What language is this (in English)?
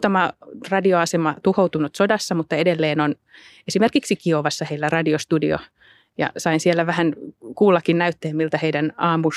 Finnish